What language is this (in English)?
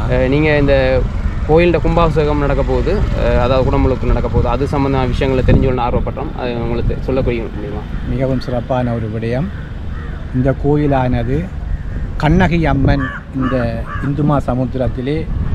Tamil